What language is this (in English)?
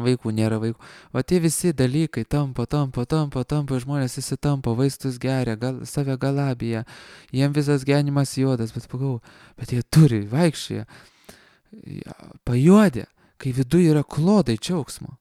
Lithuanian